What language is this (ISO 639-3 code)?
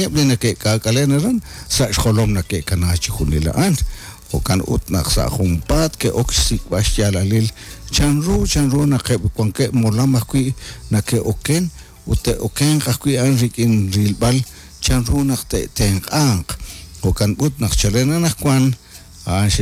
kek